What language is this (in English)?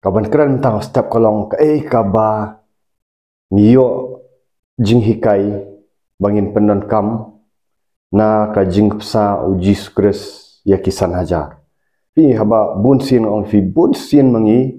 Khasi